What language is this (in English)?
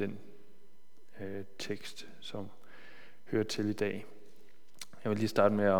Danish